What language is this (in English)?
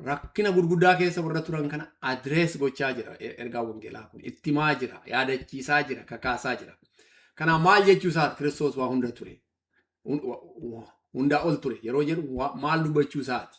Oromo